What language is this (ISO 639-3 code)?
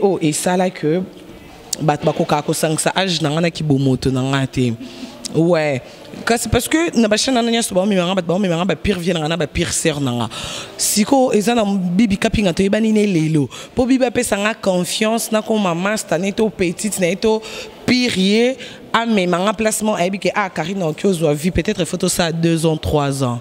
lin